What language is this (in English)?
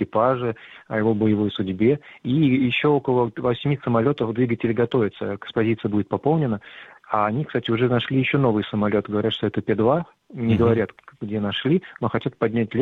Russian